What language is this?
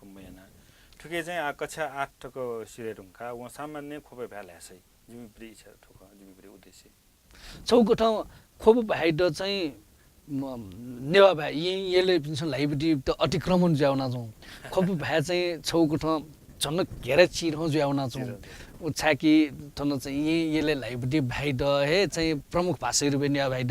Newari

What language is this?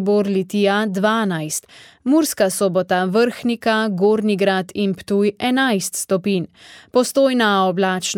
Slovenian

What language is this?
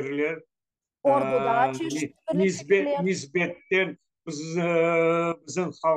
Crimean Tatar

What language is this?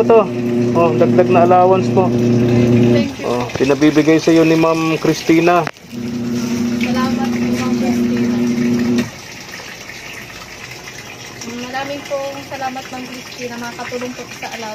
Filipino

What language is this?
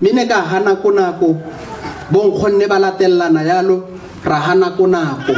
Tswana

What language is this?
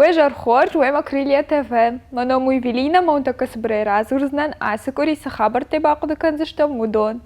Ossetic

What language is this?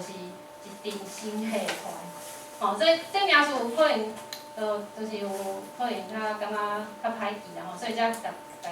Min Nan Chinese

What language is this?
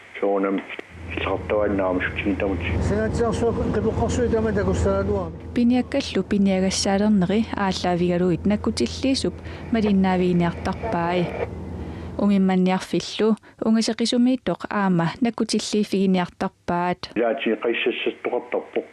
Kalaallisut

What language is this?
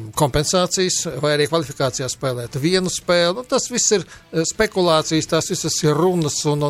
Latvian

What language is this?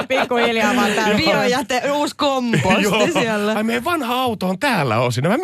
Finnish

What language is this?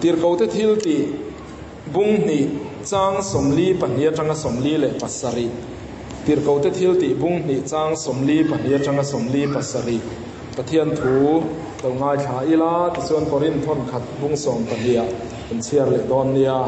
Mizo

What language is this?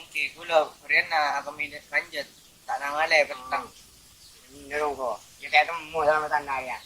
Madurese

